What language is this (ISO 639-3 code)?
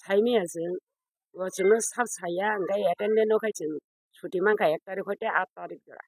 trp